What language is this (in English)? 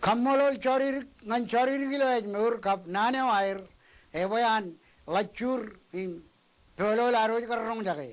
Marshallese